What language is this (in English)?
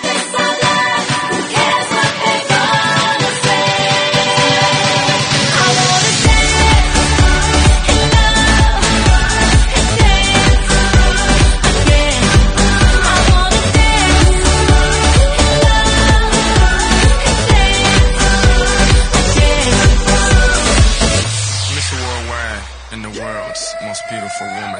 English